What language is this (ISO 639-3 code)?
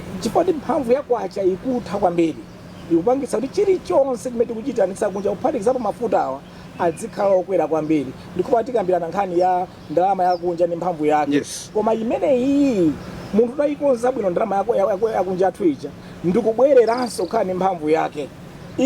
nya